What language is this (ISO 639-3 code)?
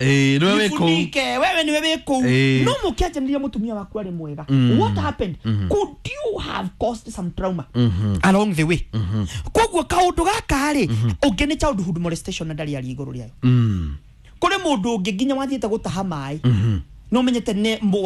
kik